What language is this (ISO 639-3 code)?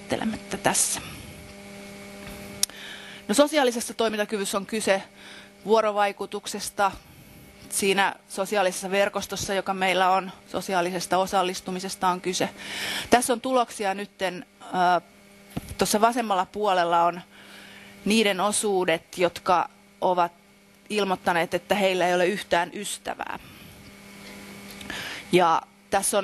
fin